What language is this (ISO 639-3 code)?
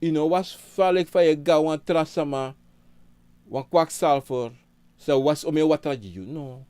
srn